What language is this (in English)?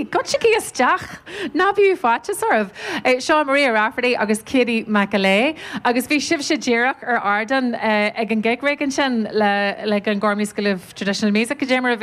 Irish